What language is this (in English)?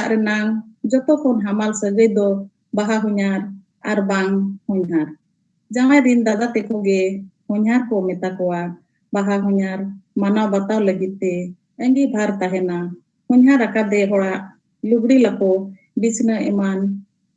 Santali